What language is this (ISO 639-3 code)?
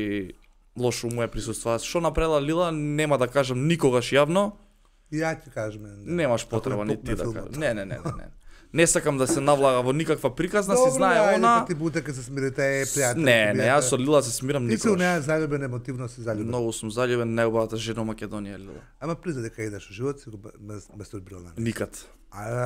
mkd